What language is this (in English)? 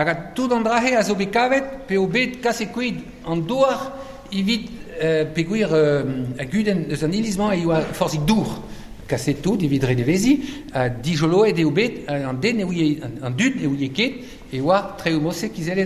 Breton